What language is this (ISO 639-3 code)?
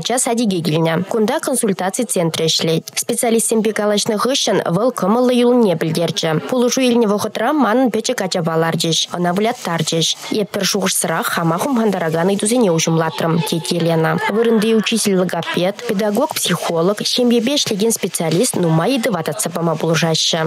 chv